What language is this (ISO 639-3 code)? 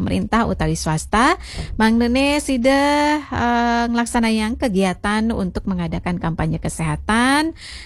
ban